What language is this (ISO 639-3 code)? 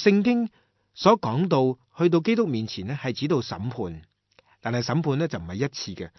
yue